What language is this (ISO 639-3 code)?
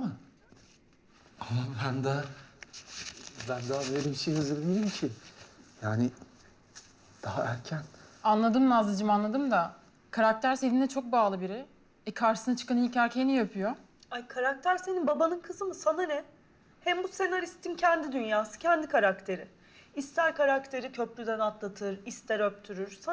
tur